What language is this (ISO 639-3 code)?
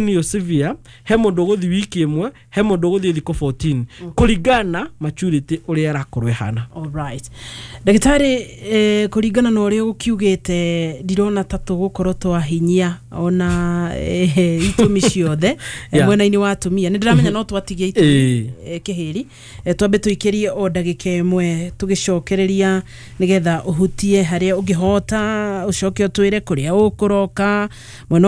kik